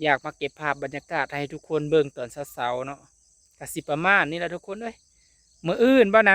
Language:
Northeastern Thai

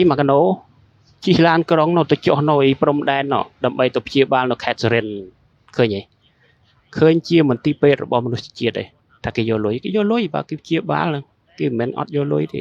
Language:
Khmer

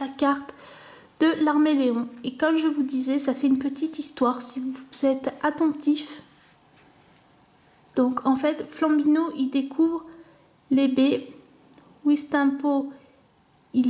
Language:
French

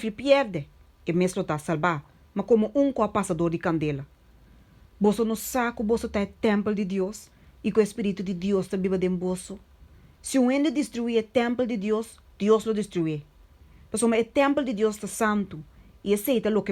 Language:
Papiamento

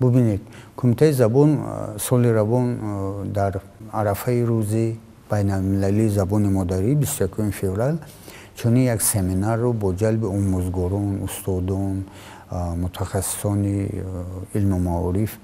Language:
Tajik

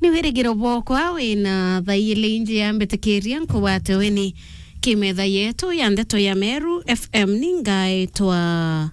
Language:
Meru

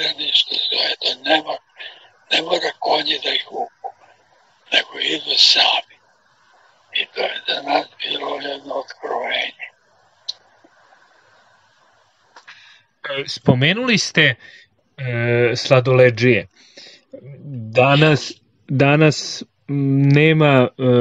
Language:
Serbian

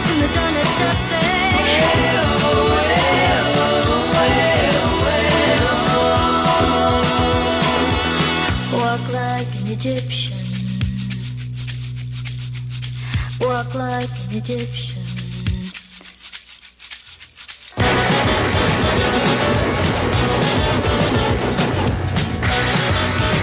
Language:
English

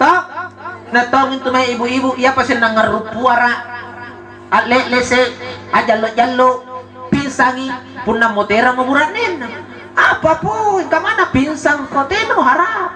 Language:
Makasar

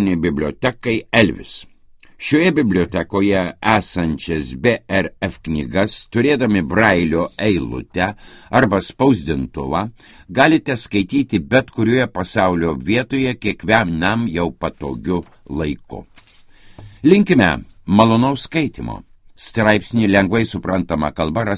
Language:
Lithuanian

